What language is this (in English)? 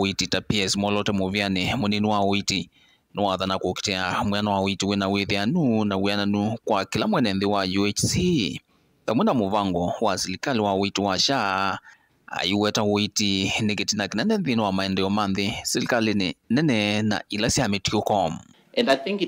Kamba